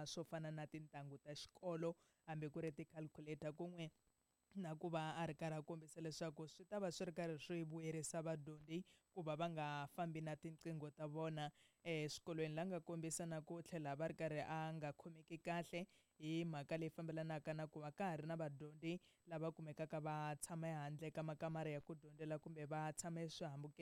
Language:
Tsonga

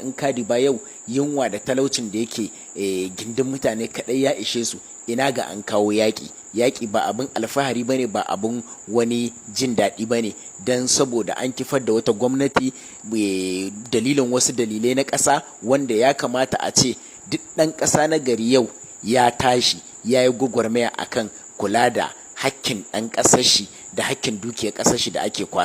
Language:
Hausa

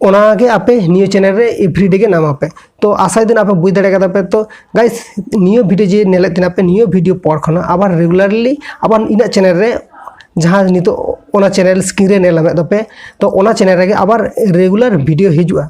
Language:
Santali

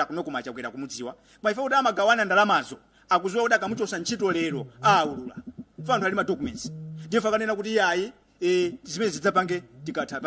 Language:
Nyanja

